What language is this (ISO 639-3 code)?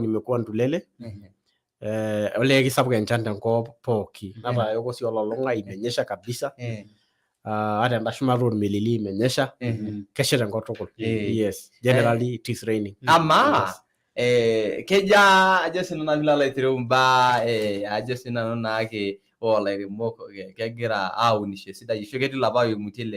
mas